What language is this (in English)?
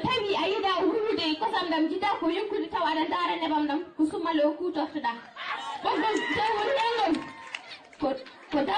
Fula